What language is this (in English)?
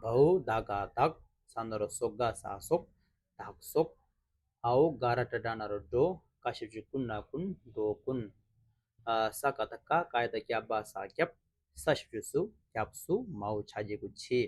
Tibetan